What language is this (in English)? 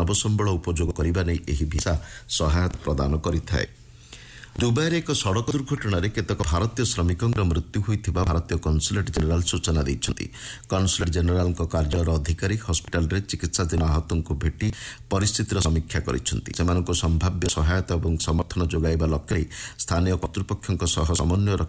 Odia